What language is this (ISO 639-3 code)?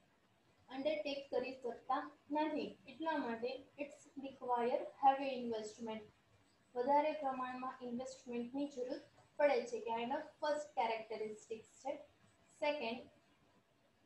guj